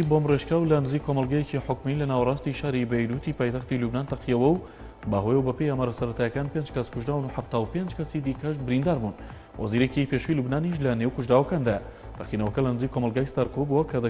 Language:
Central Kurdish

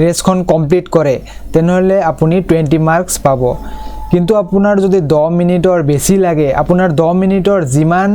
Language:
Assamese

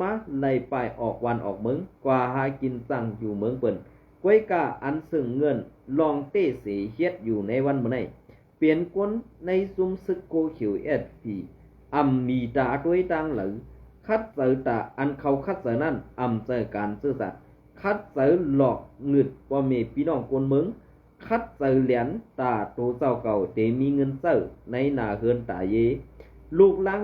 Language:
Shan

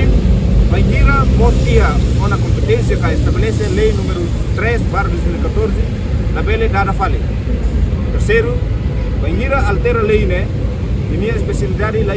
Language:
Tetum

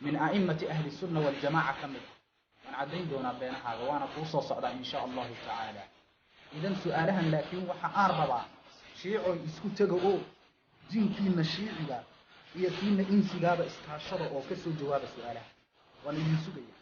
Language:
Somali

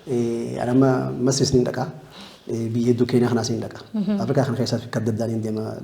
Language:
Oromo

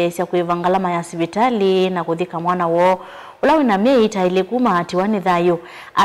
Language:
Kamba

